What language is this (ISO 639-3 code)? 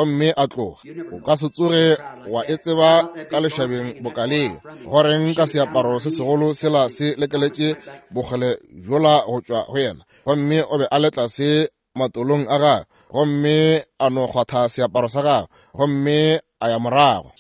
nso